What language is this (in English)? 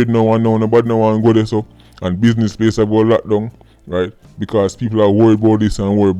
Jamaican Creole English